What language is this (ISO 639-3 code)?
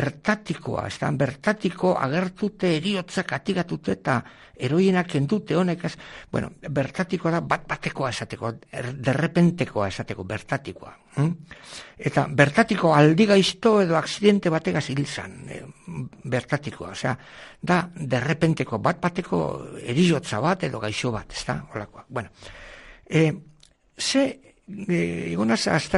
eus